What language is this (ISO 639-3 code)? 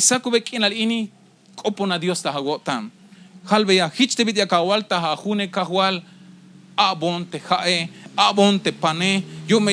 tzh